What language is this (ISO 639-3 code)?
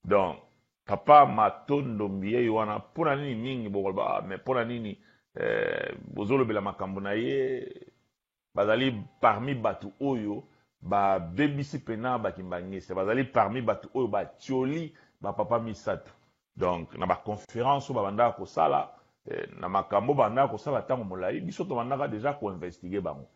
lin